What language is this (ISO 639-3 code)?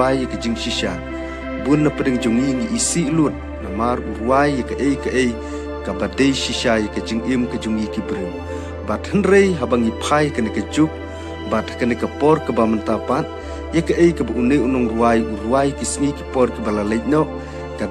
kha